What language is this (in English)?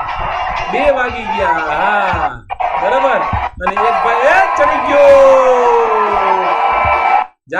Gujarati